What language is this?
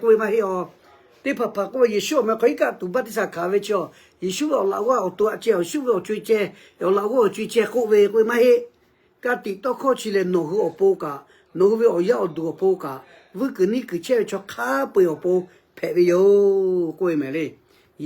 Lahu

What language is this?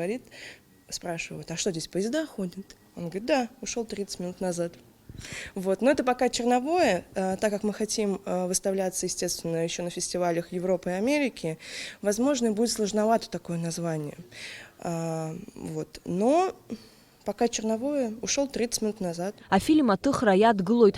Abkhazian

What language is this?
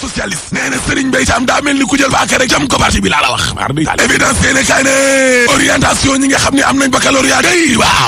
Wolof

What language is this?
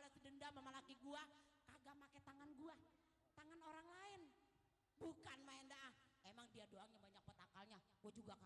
Betawi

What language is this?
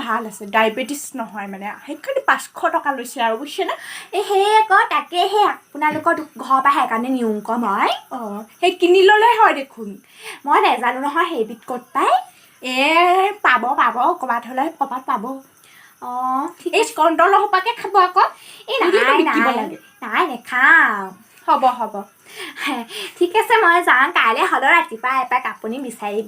Assamese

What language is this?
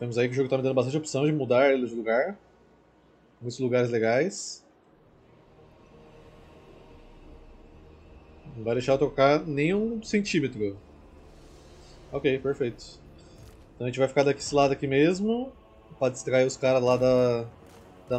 Portuguese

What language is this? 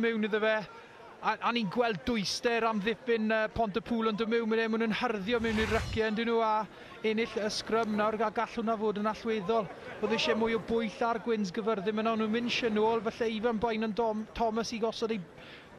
Welsh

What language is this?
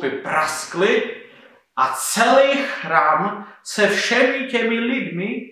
Czech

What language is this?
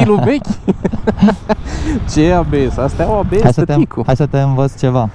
Romanian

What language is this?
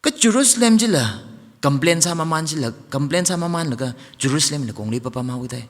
Tangkhul Naga (India)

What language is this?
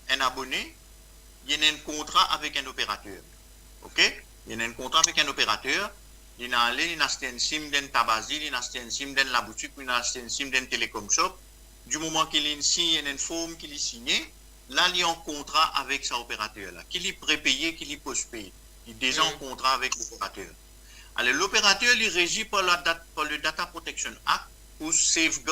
Morisyen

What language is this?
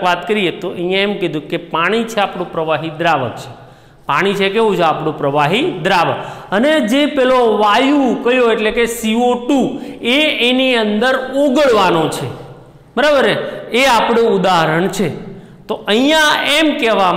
Gujarati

